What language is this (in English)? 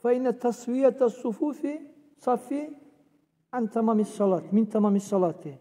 Dargwa